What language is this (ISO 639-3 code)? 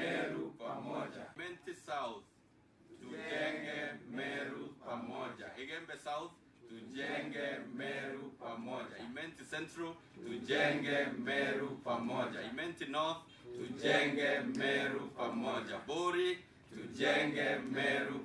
mer